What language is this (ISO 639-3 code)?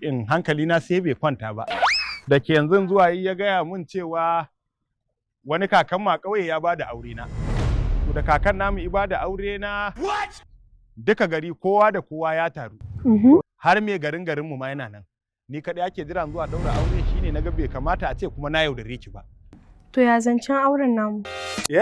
hau